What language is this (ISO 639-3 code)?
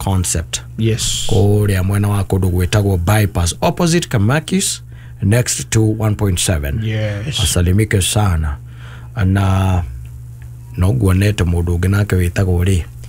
kik